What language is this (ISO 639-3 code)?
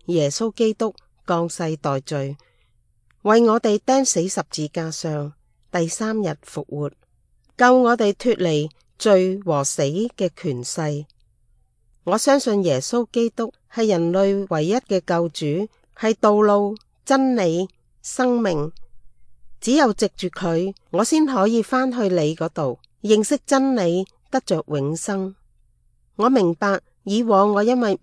yue